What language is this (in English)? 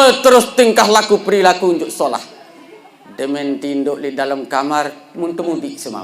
Sasak